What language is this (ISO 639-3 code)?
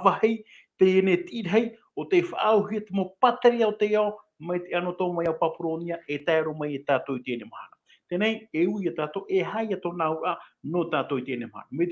tah